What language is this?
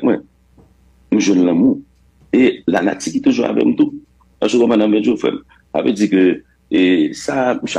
Haitian Creole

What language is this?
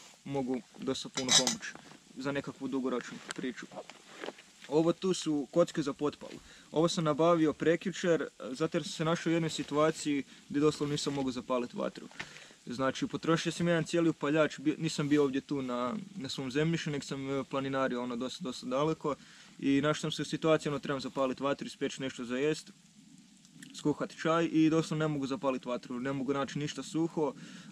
Croatian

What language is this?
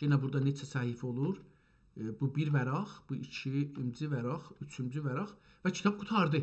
South Azerbaijani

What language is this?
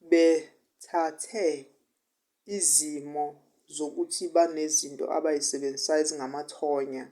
Zulu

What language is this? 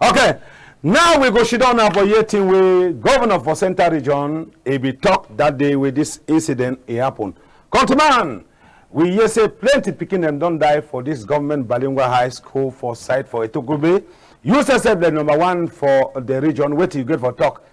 Cameroon Pidgin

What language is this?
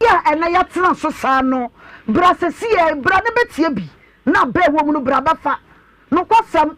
Akan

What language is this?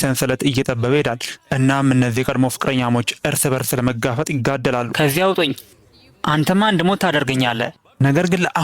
Amharic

